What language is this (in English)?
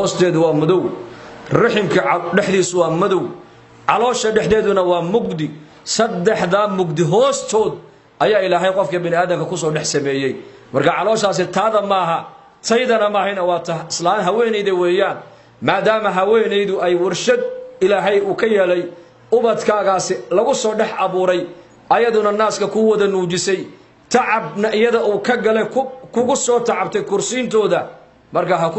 Somali